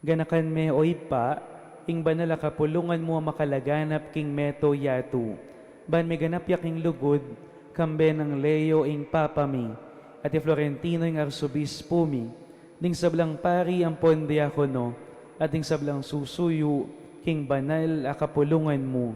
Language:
Pampanga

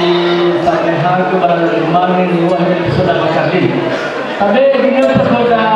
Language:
Nias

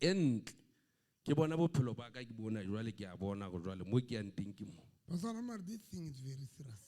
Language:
Southern Sotho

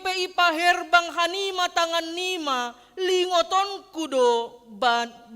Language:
Batak Simalungun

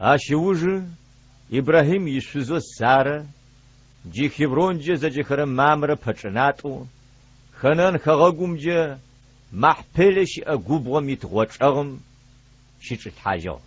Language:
Adyghe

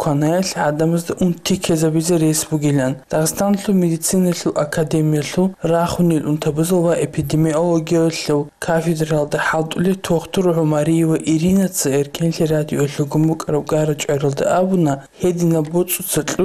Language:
Avaric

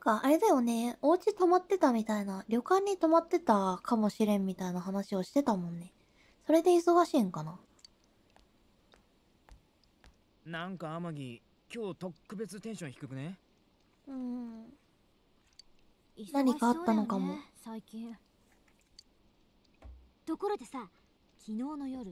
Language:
Japanese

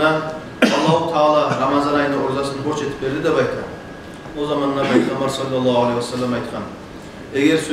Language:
Kumyk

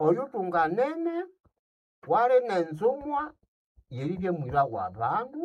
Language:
Nande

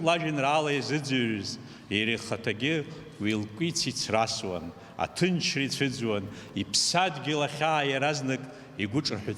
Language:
Abkhazian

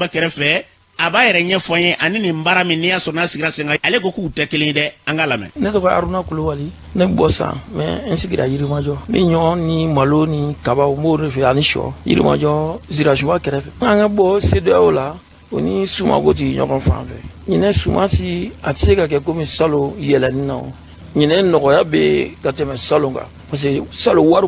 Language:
Bambara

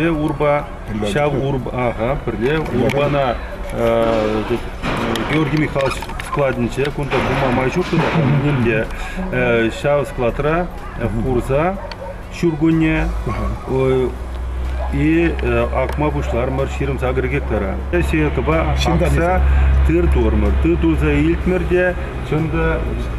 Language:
Chuvash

